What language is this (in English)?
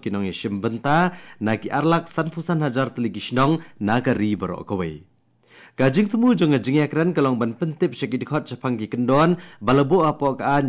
Khasi